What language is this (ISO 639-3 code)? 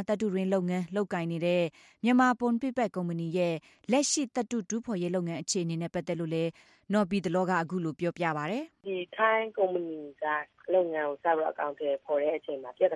mya